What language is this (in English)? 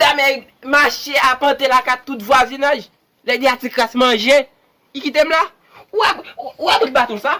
Haitian Creole